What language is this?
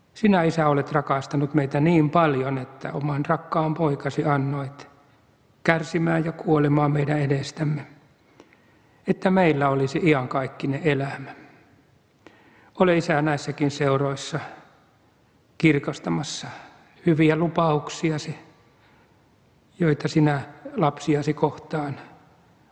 Finnish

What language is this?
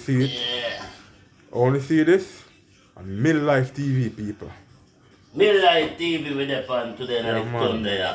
Jamaican Creole English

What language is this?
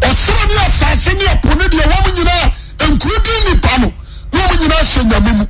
Akan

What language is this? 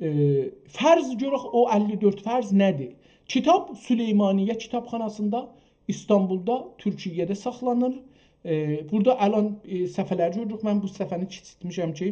South Azerbaijani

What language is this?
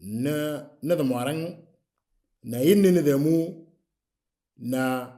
Moro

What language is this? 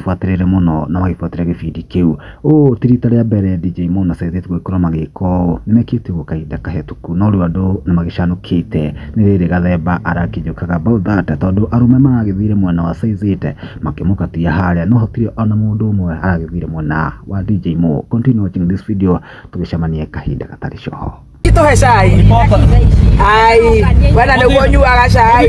Kikuyu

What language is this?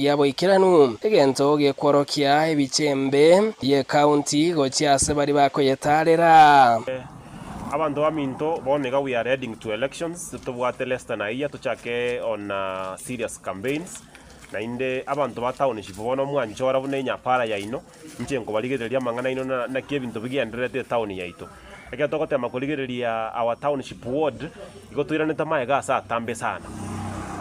Gusii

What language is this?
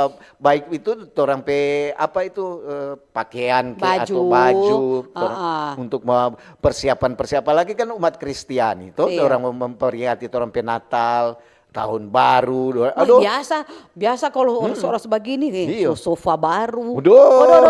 Manado Malay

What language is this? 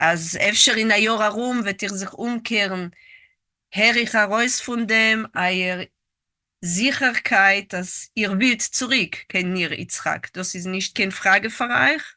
Yiddish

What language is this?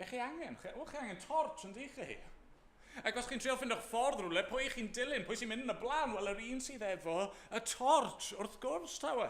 Welsh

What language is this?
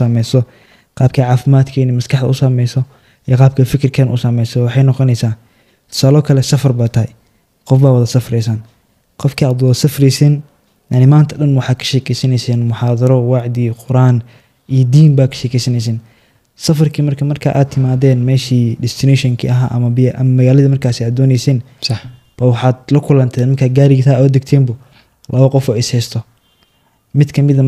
Somali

